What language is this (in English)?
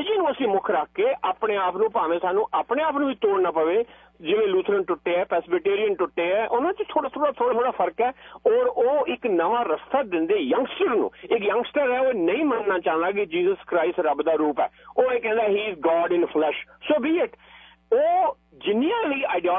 Punjabi